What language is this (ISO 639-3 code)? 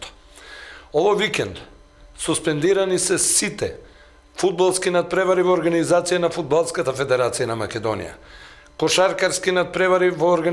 mkd